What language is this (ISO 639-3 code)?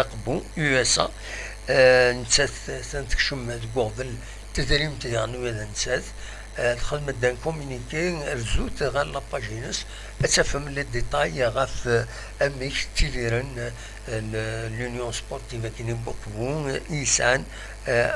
kab